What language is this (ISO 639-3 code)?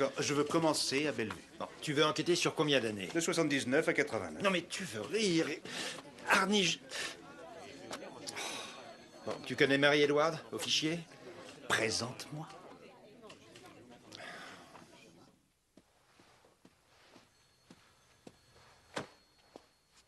fra